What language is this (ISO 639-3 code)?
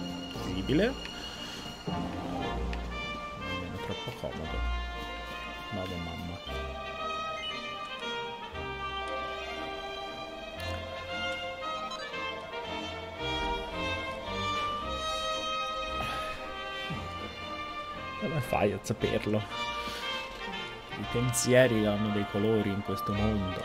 ita